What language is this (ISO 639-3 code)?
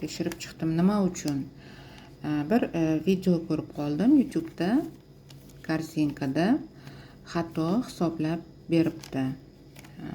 uzb